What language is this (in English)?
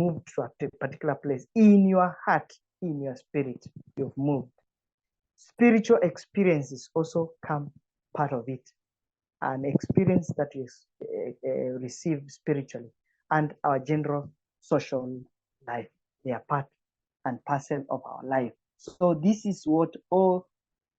English